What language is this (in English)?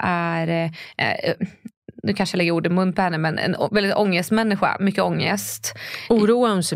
Swedish